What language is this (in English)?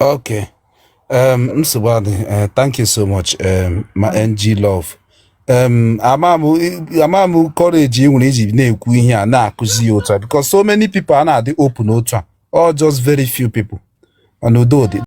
Igbo